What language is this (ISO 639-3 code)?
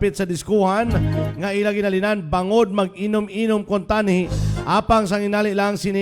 hil